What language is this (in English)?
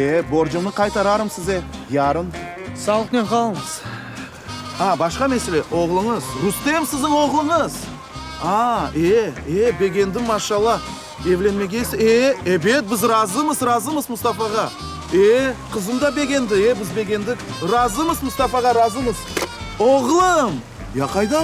Crimean Tatar